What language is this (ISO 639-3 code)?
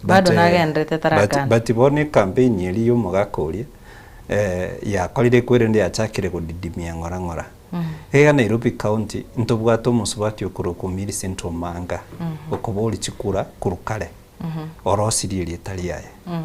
guz